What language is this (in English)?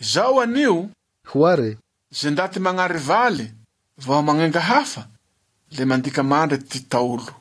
Malagasy